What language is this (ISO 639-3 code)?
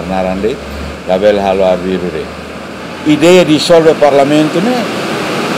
tet